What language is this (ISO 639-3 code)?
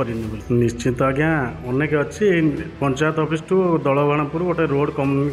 ori